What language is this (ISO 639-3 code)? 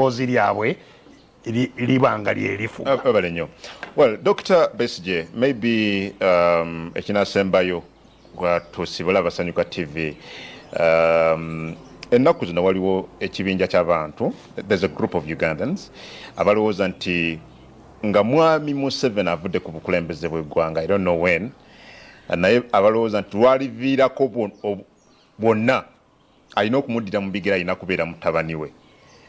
lug